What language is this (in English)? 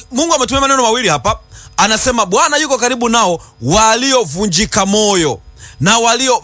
Swahili